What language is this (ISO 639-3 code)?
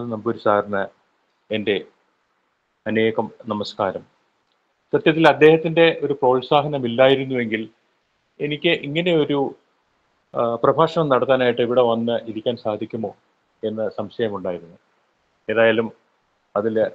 mal